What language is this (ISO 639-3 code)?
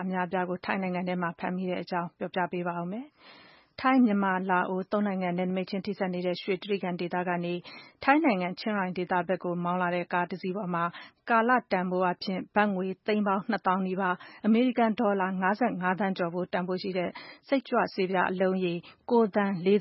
mya